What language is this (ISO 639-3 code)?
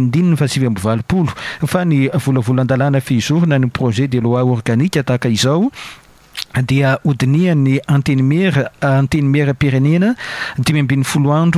mlg